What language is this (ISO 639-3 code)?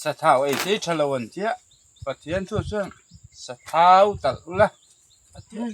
lus